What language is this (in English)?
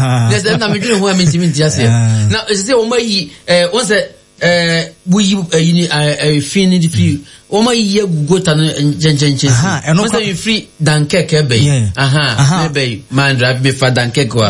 Akan